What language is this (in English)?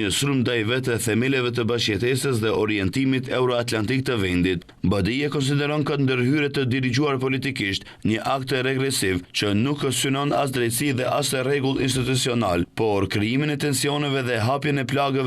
Albanian